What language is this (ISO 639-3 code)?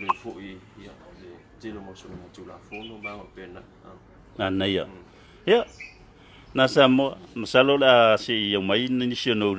smo